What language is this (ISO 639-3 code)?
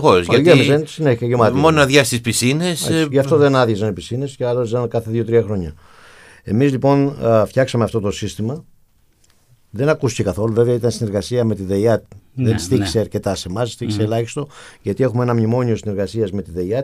ell